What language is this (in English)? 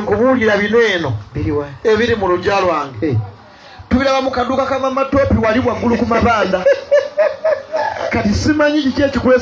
Ganda